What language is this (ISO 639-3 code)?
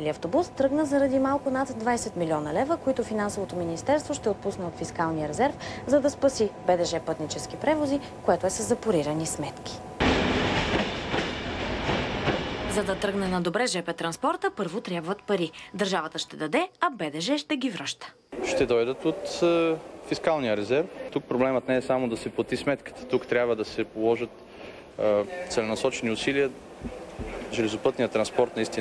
bul